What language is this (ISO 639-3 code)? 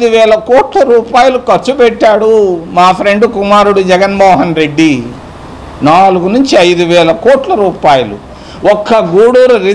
tel